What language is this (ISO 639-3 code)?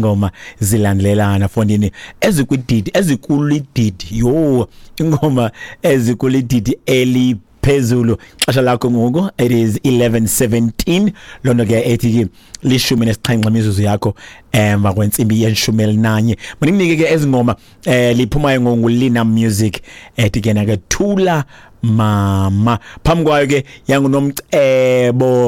xho